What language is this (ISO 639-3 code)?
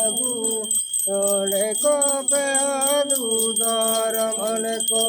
sat